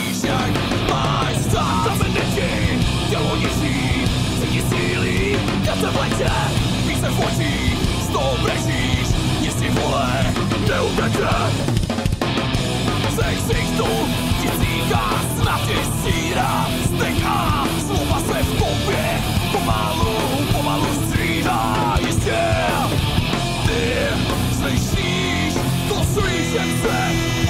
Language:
Czech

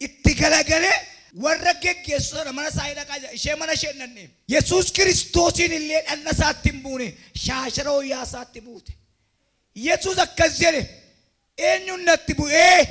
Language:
Oromo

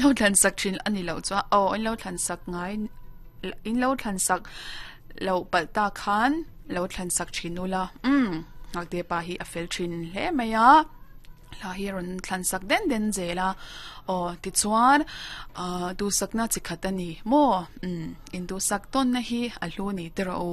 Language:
Mizo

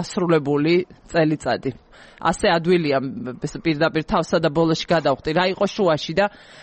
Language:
Georgian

